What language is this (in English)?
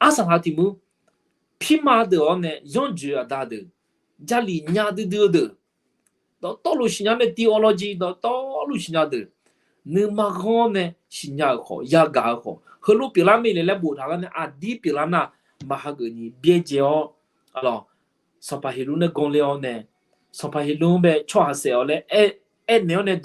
Akha